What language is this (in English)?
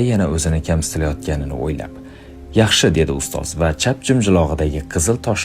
Uzbek